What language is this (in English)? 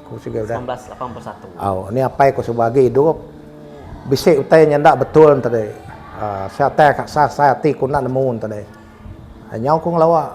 Iban